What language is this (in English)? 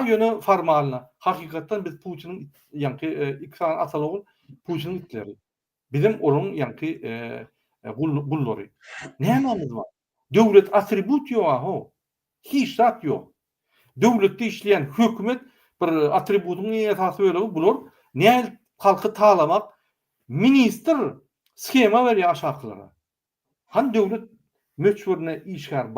Turkmen